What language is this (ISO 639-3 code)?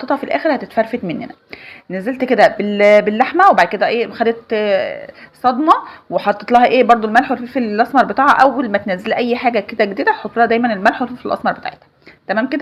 arz